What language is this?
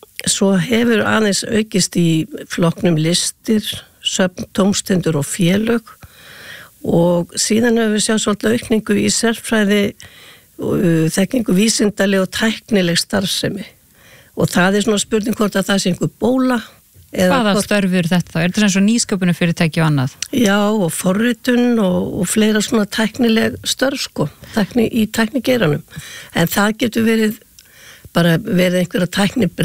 Icelandic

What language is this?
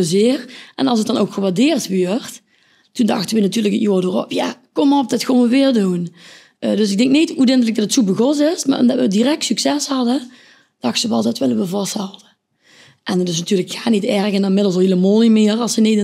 Limburgish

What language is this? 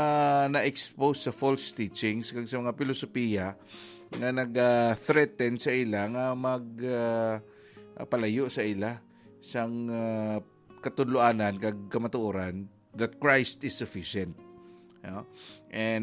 Hiligaynon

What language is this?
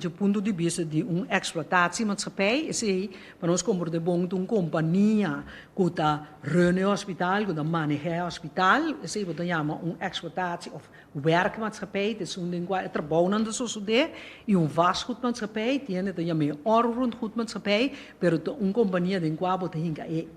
Papiamento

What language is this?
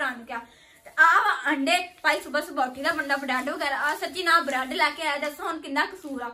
Punjabi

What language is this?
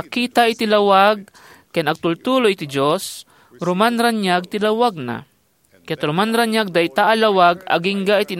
Iloko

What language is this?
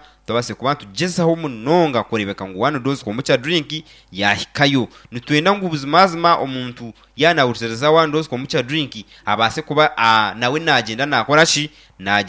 Nyankole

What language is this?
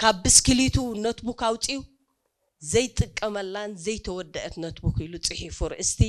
Tigrinya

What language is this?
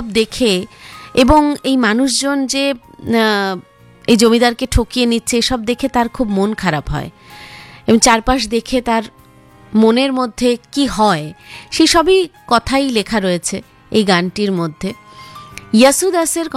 Bangla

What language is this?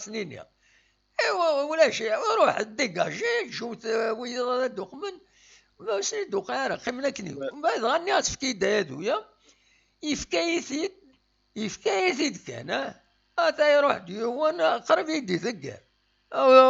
Kabyle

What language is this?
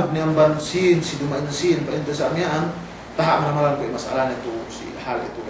Yakan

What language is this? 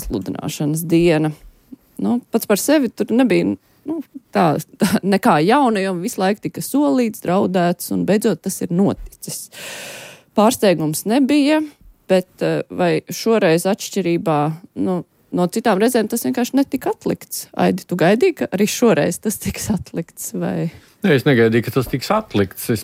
Latvian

